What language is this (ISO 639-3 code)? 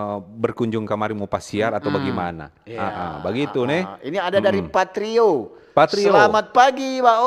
xmm